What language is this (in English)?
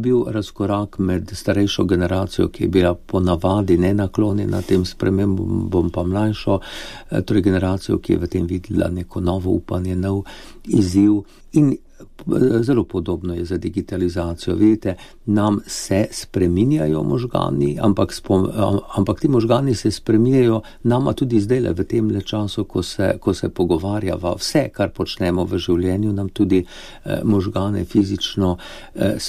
Slovenian